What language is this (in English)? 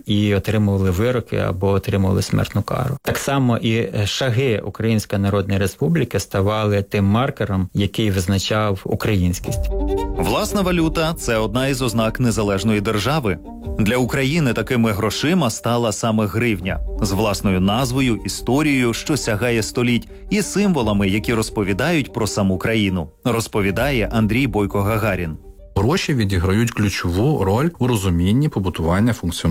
Ukrainian